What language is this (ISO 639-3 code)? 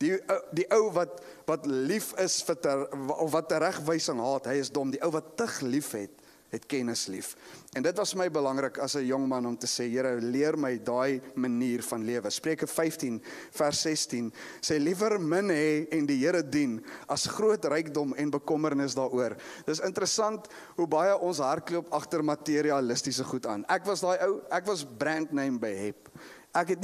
afr